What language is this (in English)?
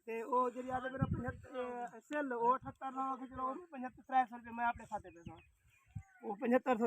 Saraiki